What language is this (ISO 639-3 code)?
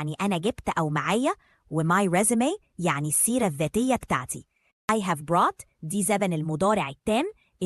arz